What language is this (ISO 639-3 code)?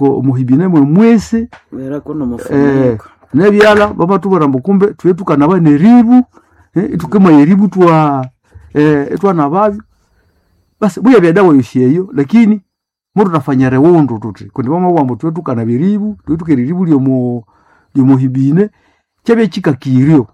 nnb